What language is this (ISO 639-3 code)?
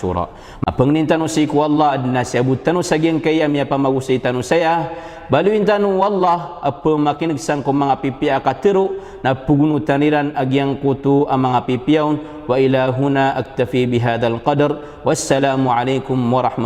mrw